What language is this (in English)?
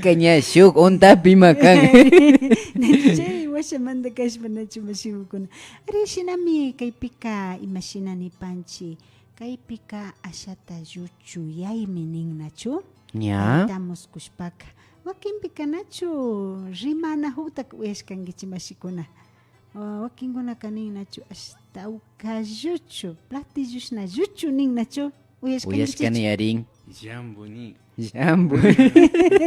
Imbabura Highland Quichua